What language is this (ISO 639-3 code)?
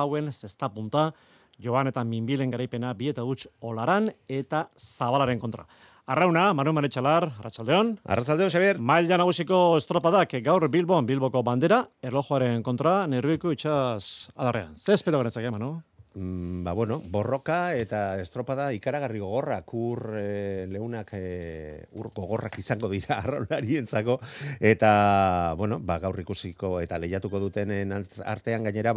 eus